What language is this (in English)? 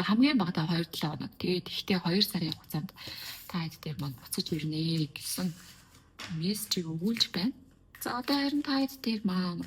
Mongolian